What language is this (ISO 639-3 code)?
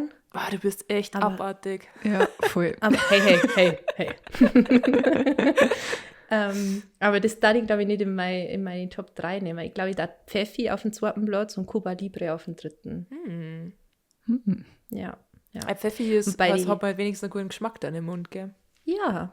bar